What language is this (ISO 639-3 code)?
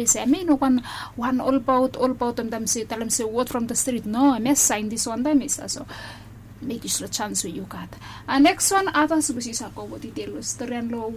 bis